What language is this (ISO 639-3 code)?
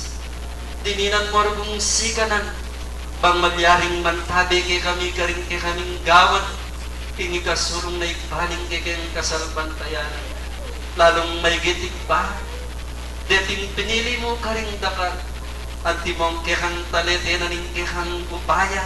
pam